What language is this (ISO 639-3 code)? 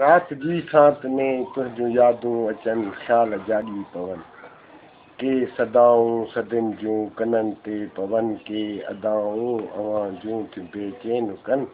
snd